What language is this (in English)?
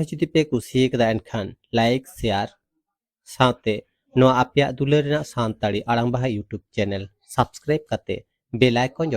Santali